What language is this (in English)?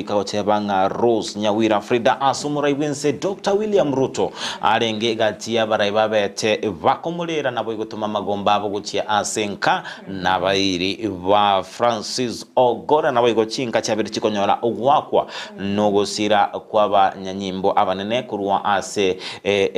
Gusii